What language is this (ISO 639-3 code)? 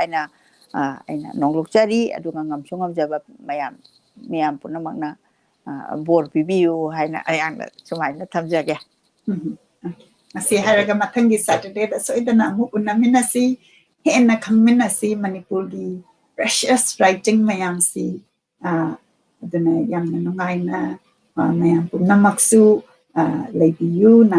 mni